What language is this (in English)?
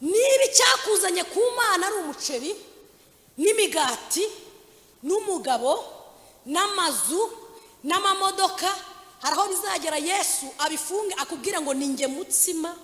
Kinyarwanda